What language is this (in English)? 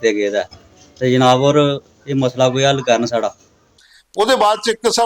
Dogri